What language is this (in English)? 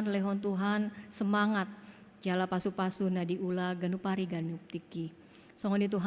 Batak Toba